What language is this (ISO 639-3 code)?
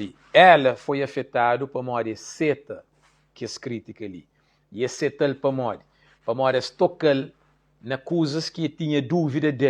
kea